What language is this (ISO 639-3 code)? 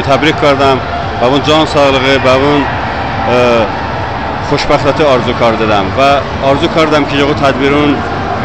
tly